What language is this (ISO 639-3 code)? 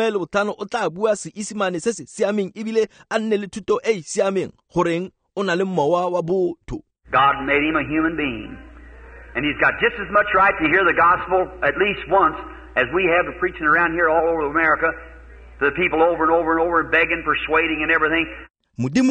tsn